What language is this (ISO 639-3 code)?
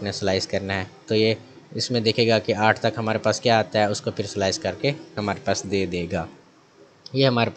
hin